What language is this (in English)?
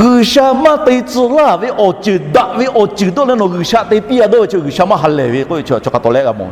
Lahu